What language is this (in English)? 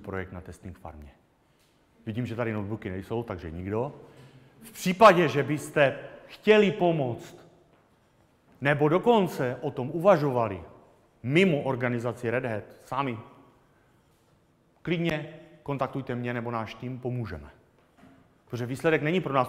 Czech